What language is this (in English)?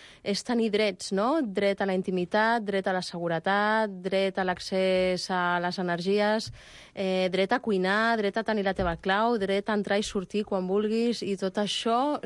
Catalan